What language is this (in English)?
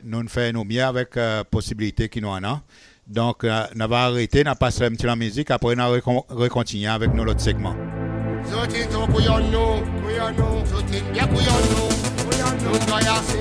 Seselwa Creole French